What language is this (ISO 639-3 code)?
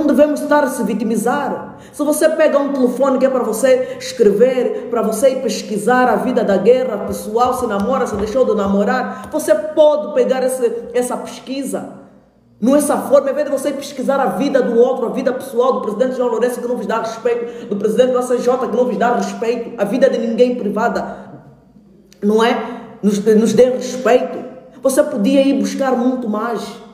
por